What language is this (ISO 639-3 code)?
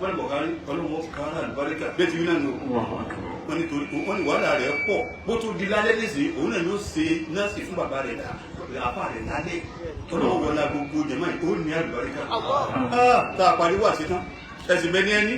yor